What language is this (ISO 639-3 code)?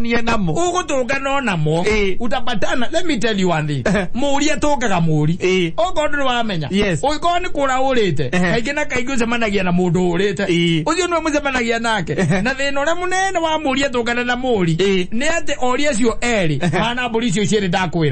kik